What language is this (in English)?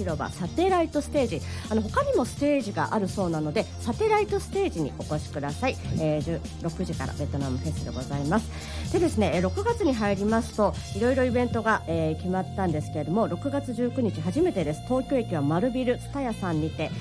Japanese